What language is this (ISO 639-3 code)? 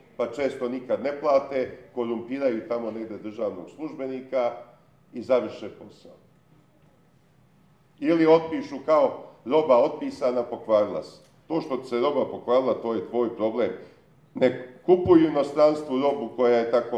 srp